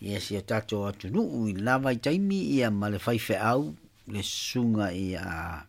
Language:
Samoan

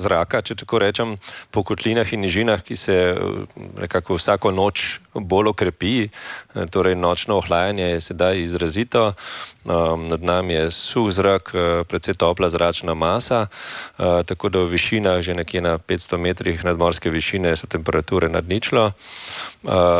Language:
Slovenian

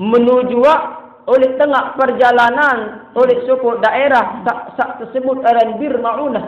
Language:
Sasak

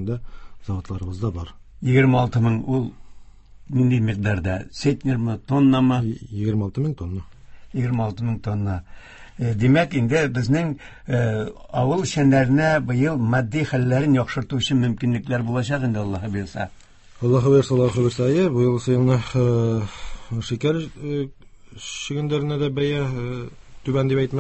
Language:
Tatar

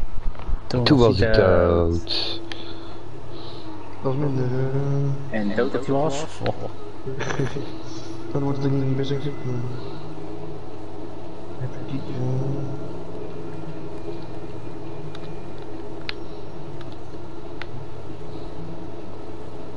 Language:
Dutch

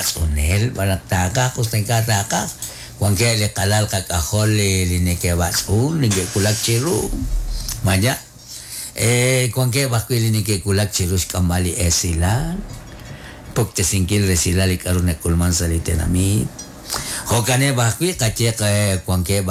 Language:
Kekchí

